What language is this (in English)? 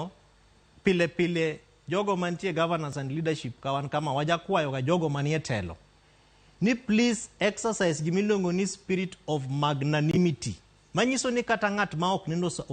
Luo (Kenya and Tanzania)